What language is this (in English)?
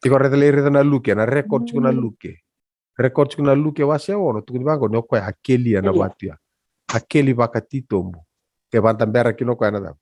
Fijian